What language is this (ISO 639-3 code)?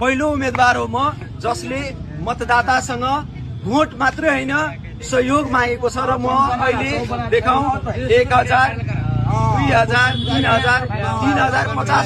nep